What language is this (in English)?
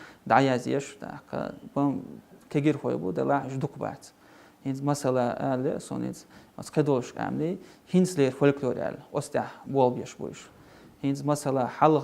Chechen